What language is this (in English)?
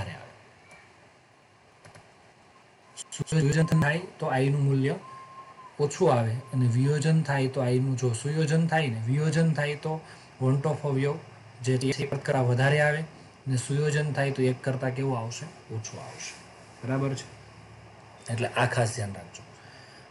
Gujarati